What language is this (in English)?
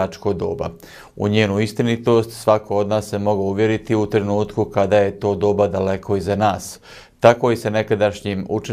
Bosnian